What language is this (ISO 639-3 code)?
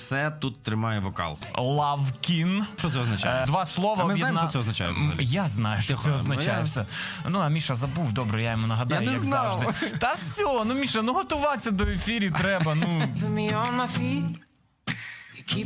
ukr